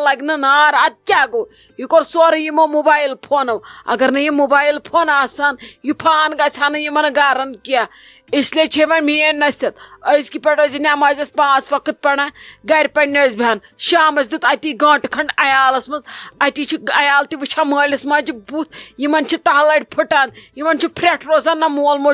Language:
Kashmiri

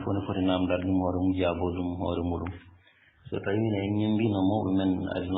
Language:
Fula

